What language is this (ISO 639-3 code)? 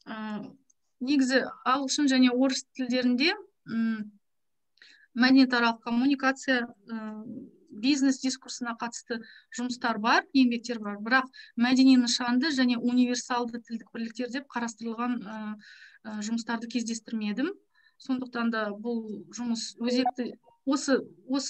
kaz